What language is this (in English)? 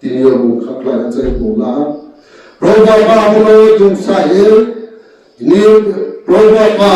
Riang (India)